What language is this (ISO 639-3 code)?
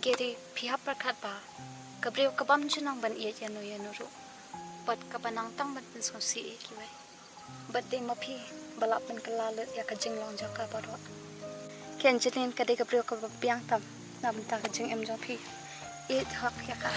kha